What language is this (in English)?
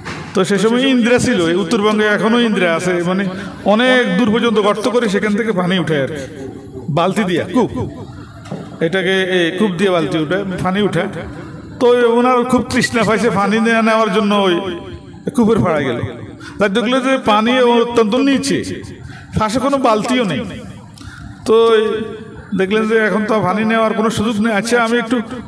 Bangla